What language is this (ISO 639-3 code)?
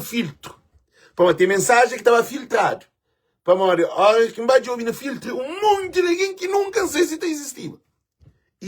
kea